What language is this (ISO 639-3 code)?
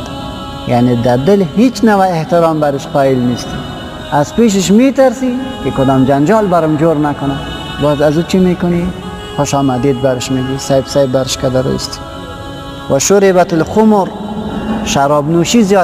fas